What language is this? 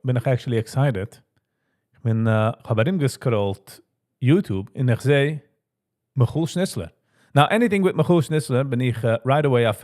Yiddish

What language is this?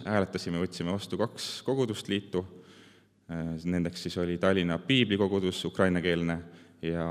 Estonian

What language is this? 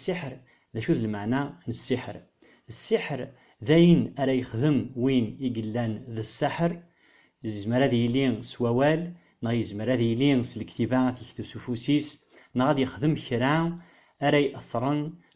Kabyle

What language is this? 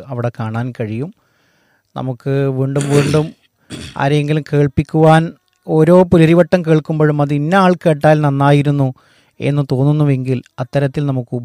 Malayalam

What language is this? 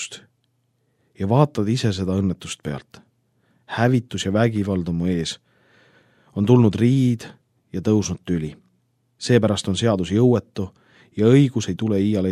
Estonian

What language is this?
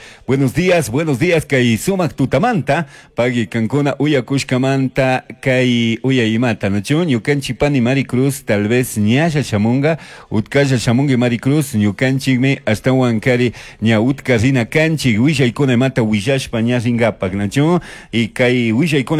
Chimborazo Highland Quichua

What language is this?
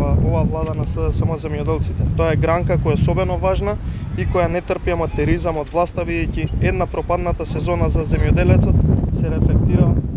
Macedonian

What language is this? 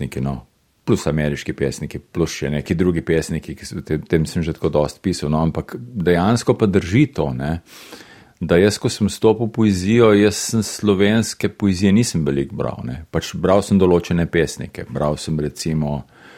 Slovenian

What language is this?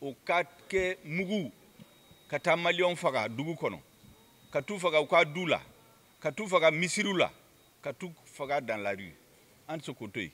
Bambara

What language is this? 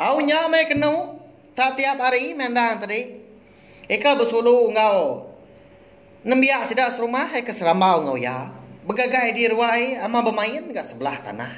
Iban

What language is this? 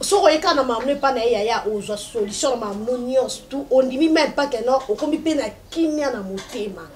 Lingala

